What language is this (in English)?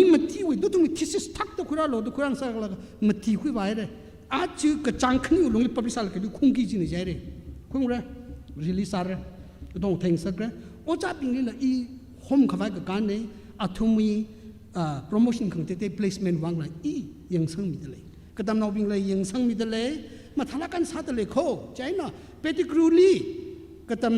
Tangkhul Naga (India)